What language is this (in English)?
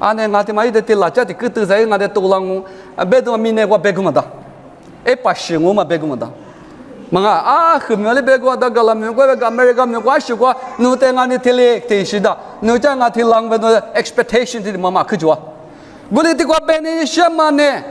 Lisu